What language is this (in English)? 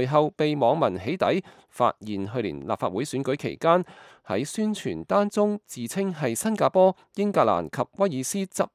Cantonese